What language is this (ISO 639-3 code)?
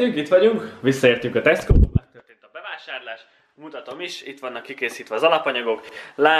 hun